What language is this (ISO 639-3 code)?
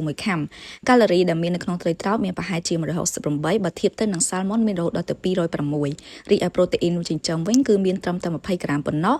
khm